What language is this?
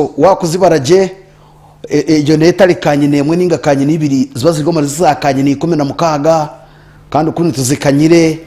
Nyankole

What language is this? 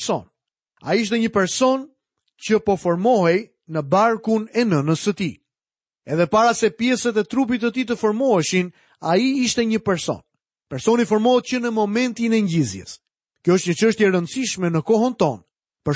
Albanian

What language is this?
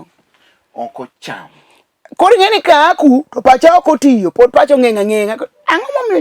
Luo (Kenya and Tanzania)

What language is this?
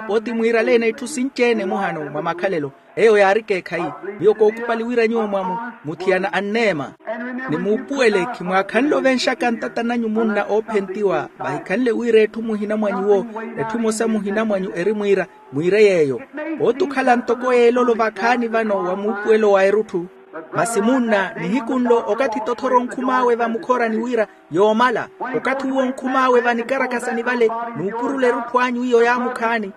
Makhuwa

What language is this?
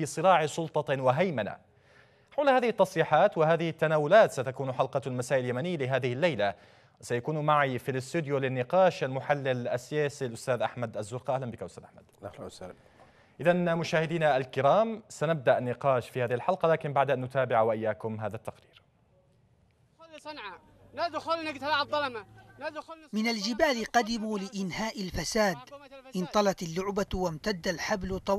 Arabic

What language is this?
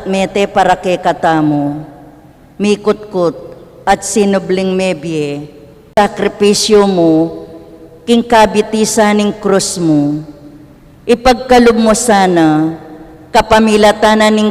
Pampanga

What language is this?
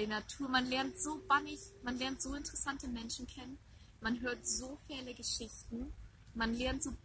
Low German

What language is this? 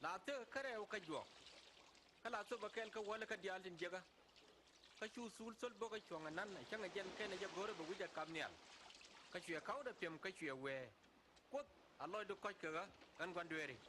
Nuer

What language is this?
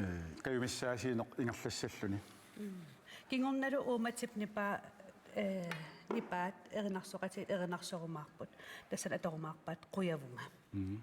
Kalaallisut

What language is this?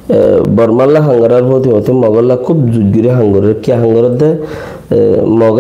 Rohingya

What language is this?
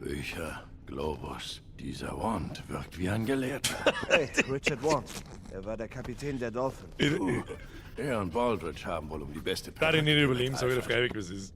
Bavarian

